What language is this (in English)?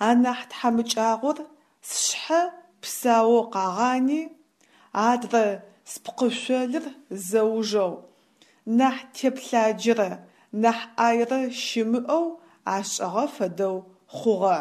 Adyghe